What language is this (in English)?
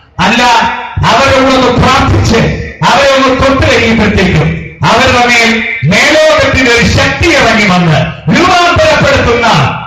Malayalam